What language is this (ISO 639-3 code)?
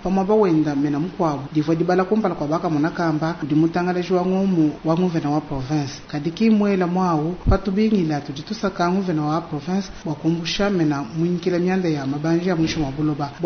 lua